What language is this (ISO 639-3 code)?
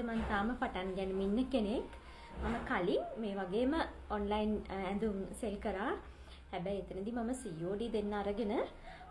sin